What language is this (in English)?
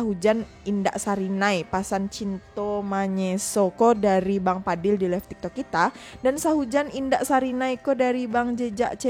Minangkabau